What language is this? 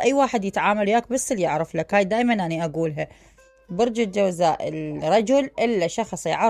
Mesopotamian Arabic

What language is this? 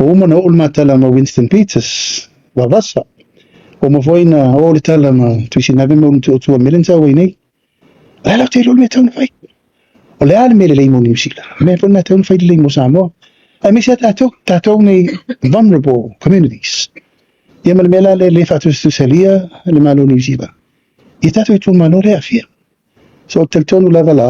Samoan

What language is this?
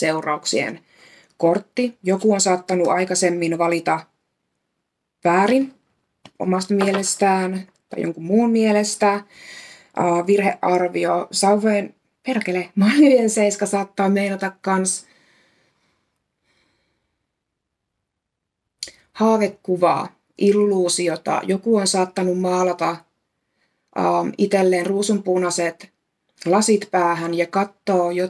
Finnish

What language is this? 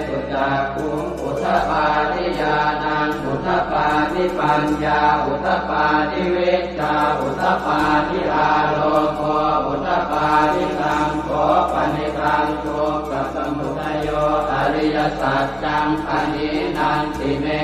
Pali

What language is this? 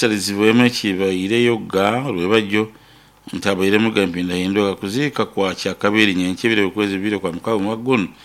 Nyoro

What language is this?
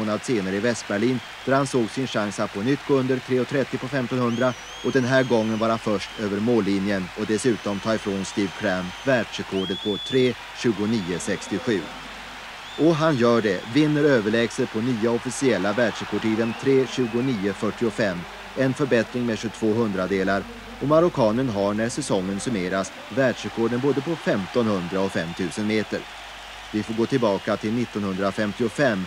Swedish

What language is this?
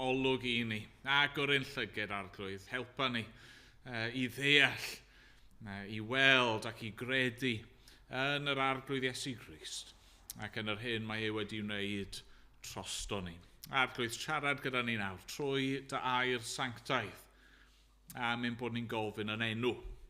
Welsh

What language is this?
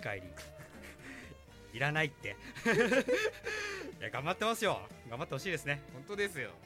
Japanese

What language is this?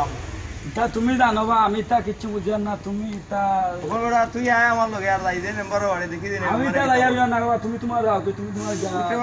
Sylheti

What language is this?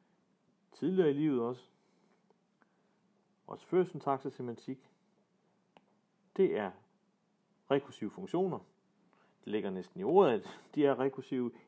Danish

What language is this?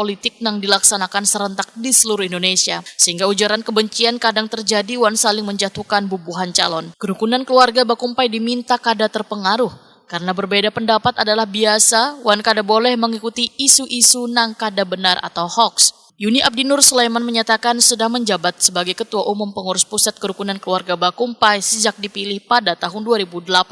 Banjar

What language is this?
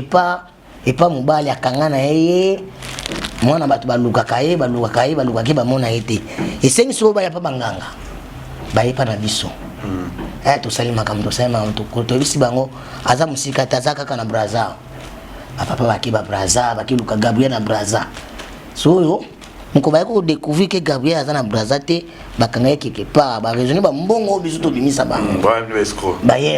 Lingala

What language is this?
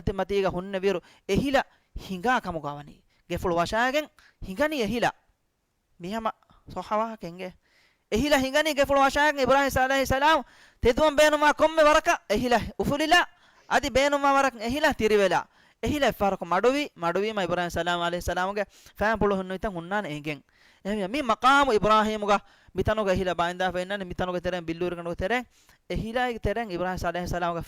Divehi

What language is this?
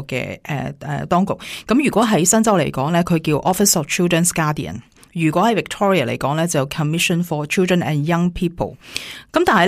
Cantonese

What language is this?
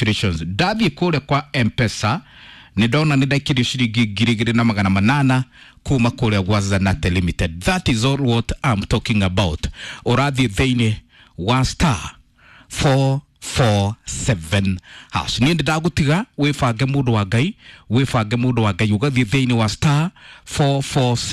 Kikuyu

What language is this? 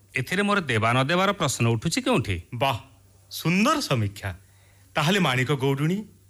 Odia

